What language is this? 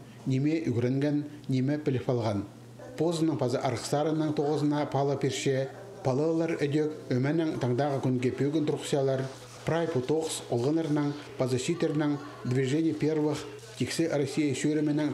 Khakas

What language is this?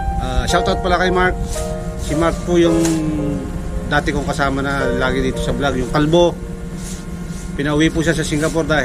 Filipino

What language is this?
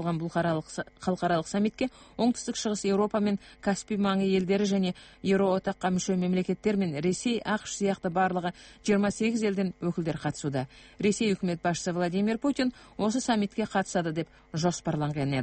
Kazakh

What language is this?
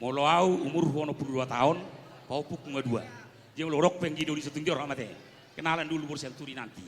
Batak Toba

